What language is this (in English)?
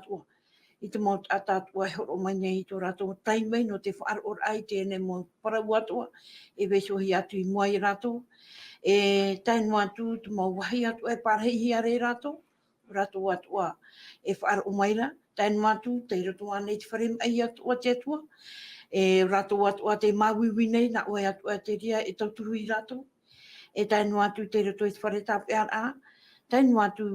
Tahitian